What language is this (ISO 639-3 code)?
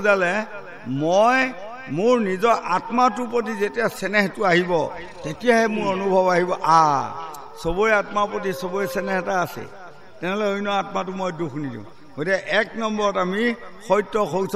asm